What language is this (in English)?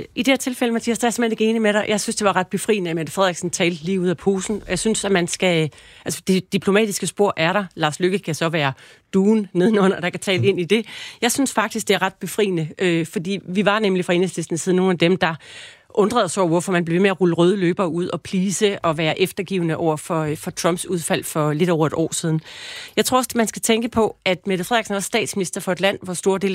Danish